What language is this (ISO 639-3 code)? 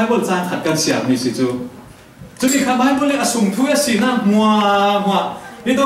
cfm